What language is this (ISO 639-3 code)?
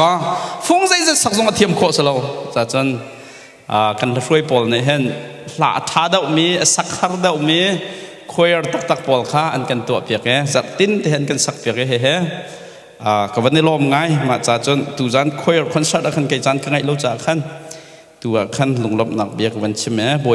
cnh